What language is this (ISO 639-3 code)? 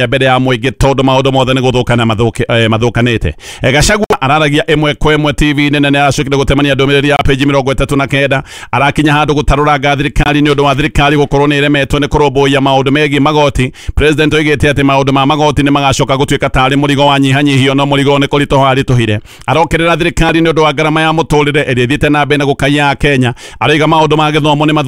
kik